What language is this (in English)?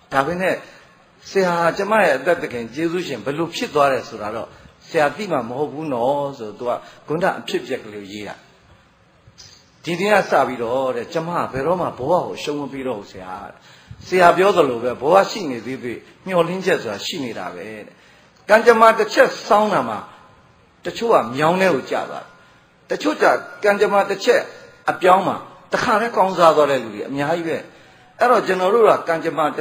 Burmese